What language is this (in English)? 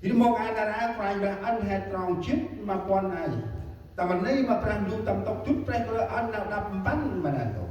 Central Mnong